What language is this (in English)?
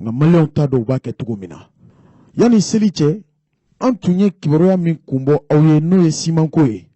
Bambara